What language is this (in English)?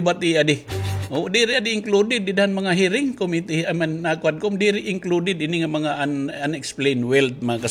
Waray